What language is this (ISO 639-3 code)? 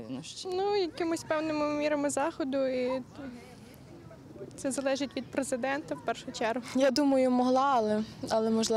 ukr